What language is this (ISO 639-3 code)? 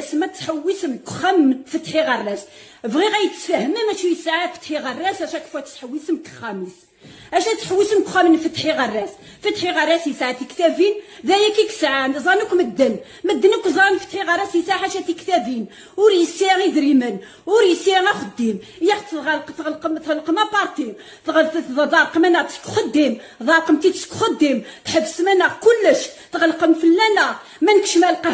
kab